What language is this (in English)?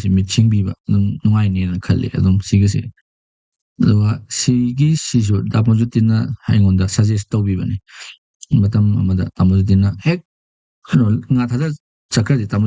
Manipuri